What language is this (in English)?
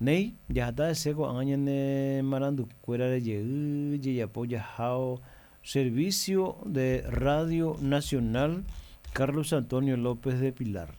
Guarani